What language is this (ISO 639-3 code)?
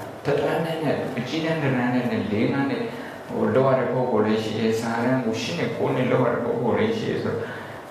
mya